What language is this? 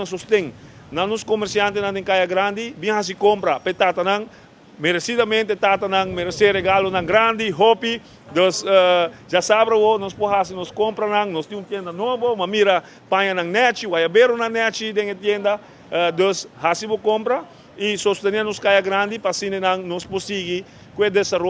Papiamento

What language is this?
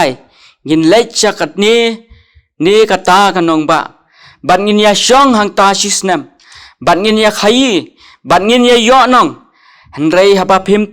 Khasi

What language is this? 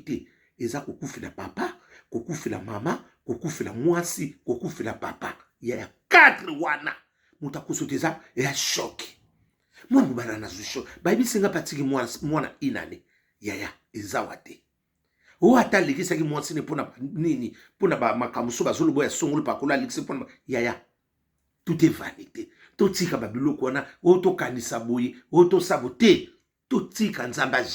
Lingala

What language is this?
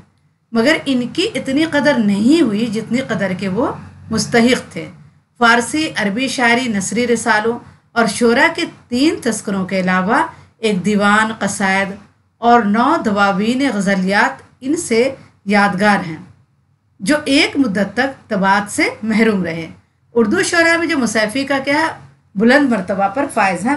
Urdu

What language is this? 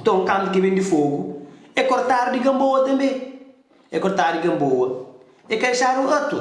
Kabuverdianu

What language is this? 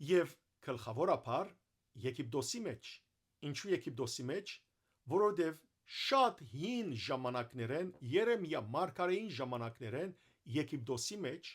Western Armenian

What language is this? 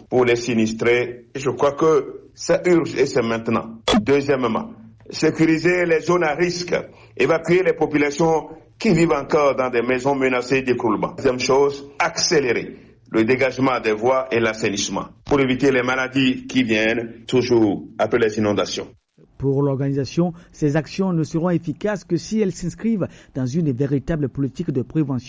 French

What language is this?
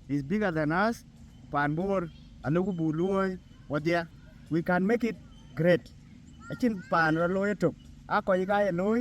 Dinka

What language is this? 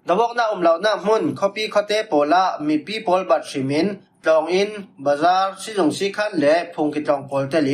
Falam Chin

